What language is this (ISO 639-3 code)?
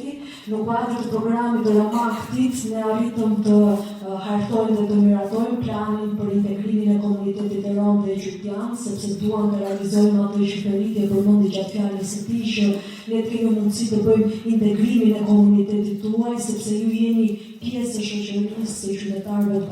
sqi